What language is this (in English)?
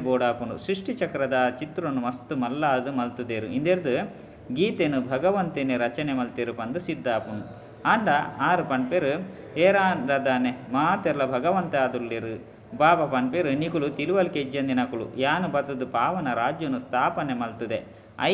Tulu